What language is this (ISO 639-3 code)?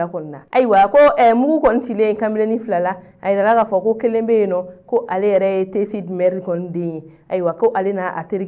bam